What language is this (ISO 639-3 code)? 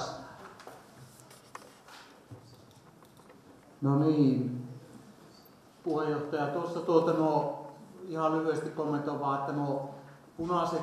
fin